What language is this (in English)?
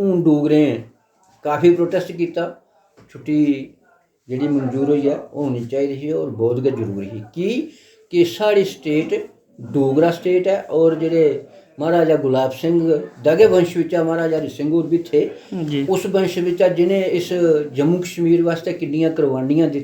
Dogri